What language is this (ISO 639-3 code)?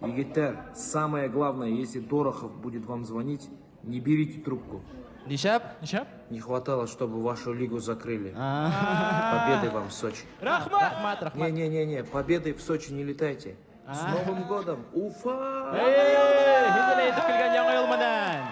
bak